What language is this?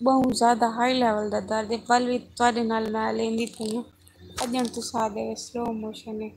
Saraiki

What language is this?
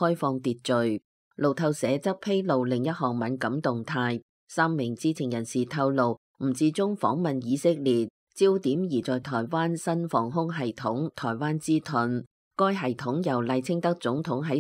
Cantonese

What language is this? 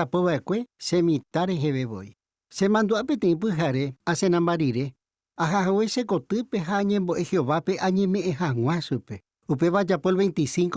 Guarani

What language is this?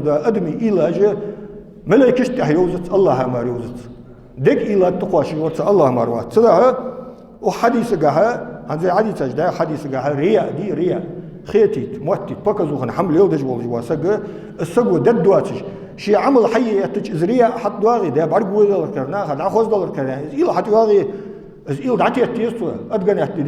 Ingush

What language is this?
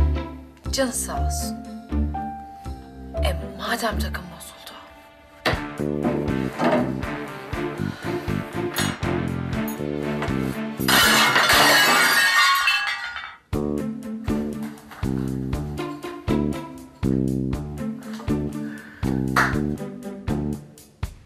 Turkish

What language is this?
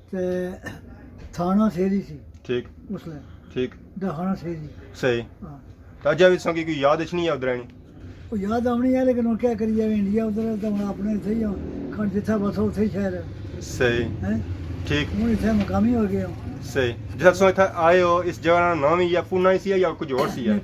Pahari-Potwari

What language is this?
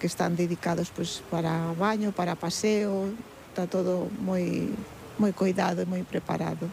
Galician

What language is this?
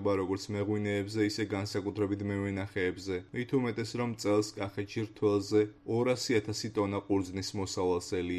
Georgian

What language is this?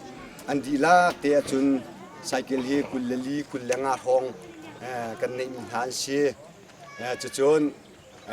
Hakha Chin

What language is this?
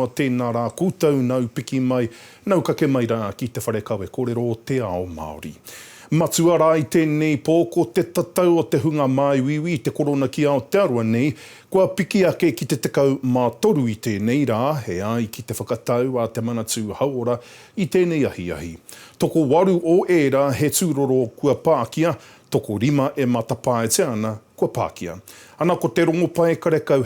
Māori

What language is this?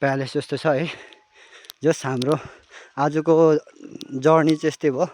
Nepali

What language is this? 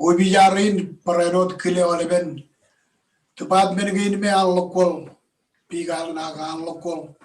Marshallese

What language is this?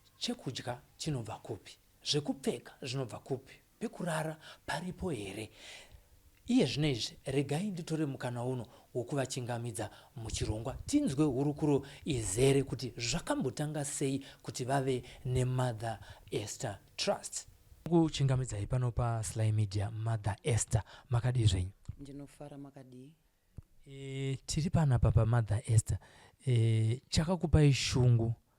Shona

